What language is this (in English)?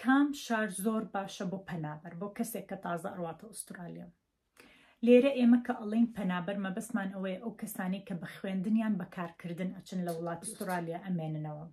Central Kurdish